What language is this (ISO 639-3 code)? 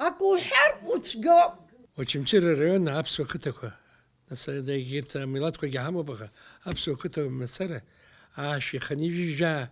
abk